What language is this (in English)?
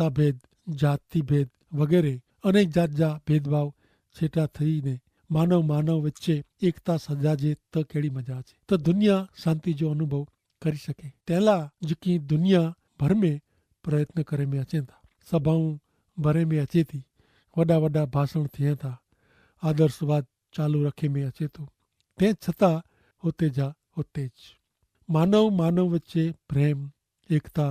Kachhi